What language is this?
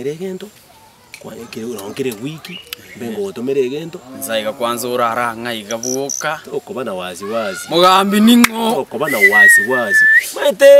Gusii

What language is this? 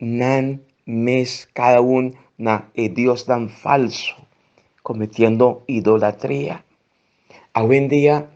Papiamento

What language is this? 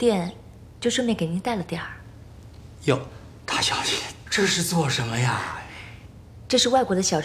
Chinese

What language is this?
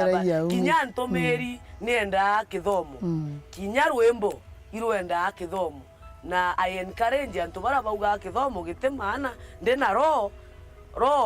Meru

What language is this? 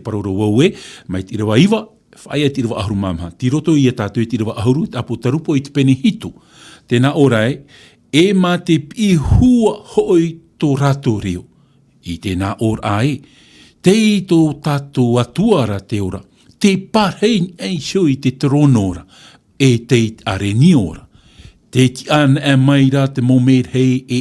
Tahitian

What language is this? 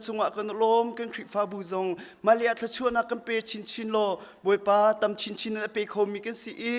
Hakha Chin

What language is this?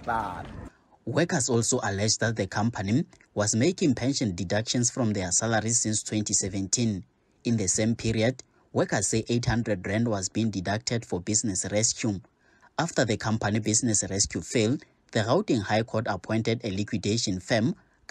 English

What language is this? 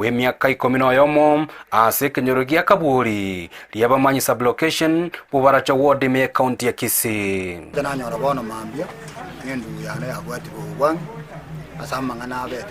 Gusii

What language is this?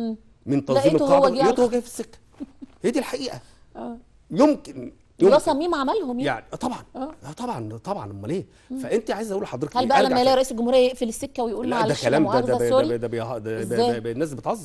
Egyptian Arabic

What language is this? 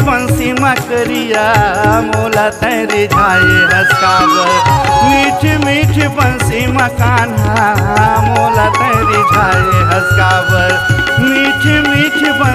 Chhattisgarhi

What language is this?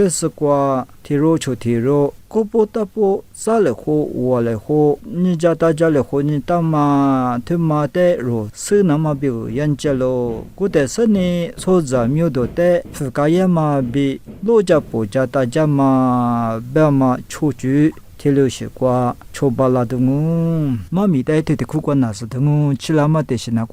Lisu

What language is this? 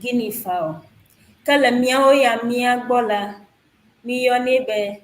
Ewe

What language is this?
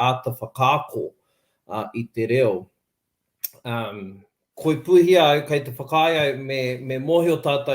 Māori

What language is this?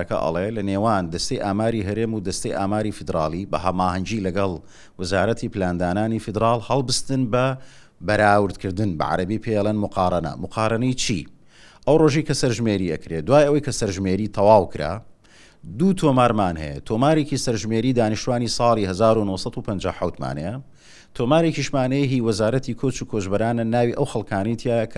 Central Kurdish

